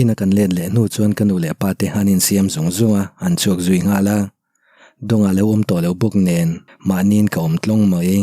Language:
Mizo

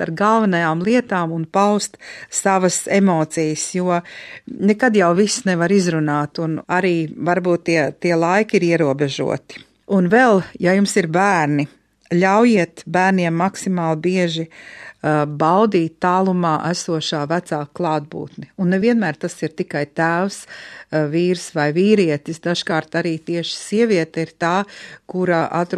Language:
Latvian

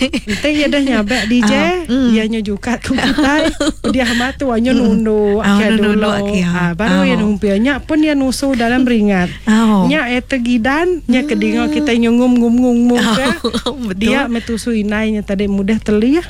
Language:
Iban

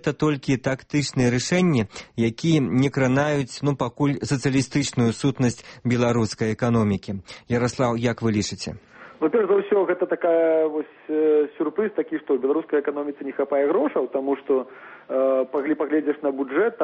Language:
Belarusian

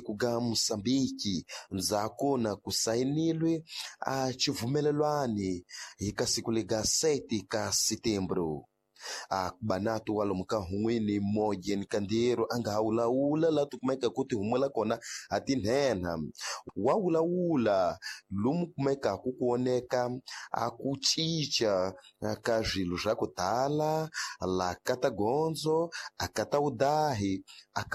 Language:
Tsonga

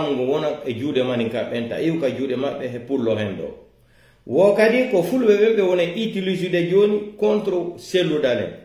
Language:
Pular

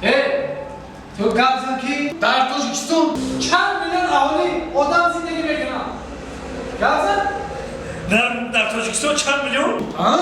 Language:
Tajik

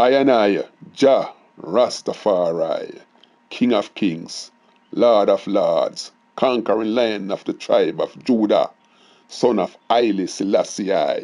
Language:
Jamaican Creole English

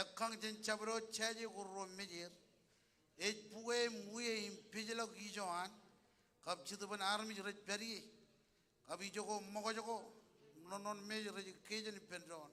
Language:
Marshallese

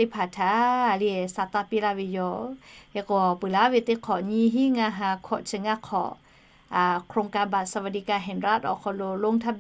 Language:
Lahu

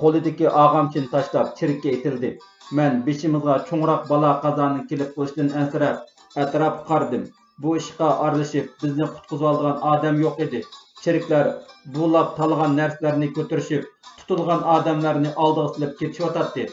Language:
Uyghur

